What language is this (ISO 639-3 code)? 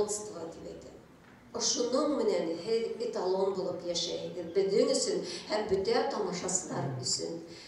bak